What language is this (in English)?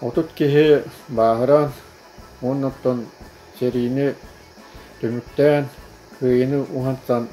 Yakut